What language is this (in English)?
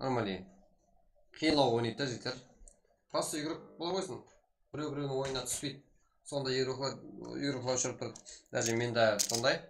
Kara-Kalpak